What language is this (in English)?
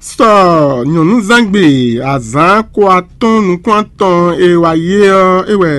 Fon